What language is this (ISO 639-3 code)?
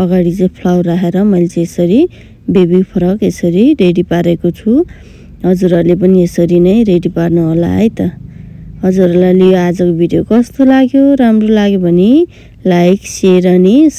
nep